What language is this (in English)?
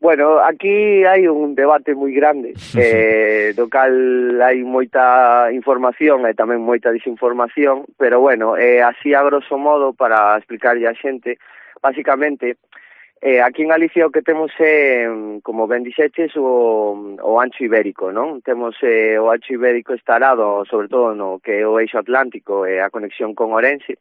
Galician